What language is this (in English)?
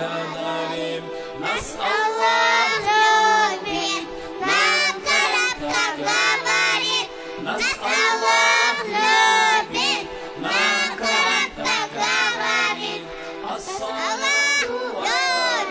Kumyk